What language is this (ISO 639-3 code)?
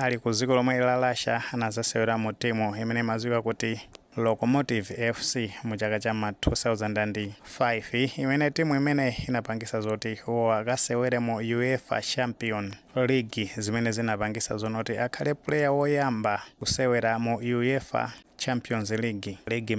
nya